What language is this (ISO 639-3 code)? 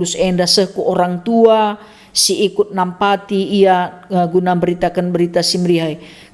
btx